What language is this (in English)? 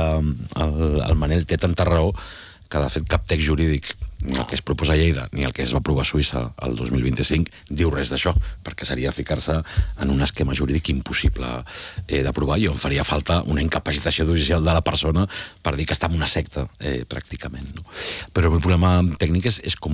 Catalan